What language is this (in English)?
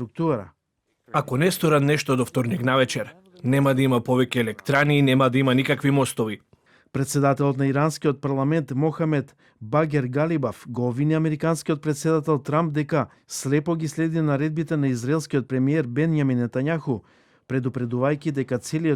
Macedonian